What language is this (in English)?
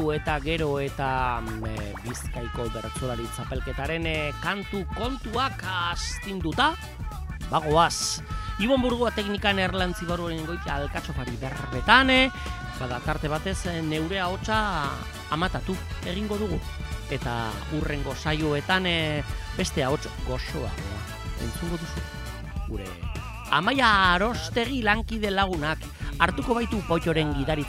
Basque